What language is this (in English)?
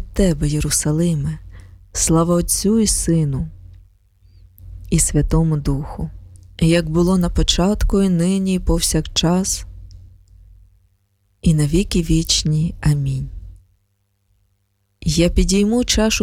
Ukrainian